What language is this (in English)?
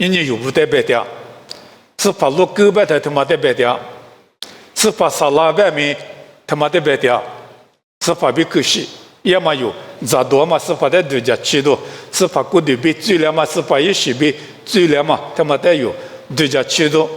Lisu